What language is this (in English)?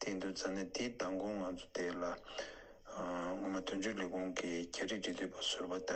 Tibetan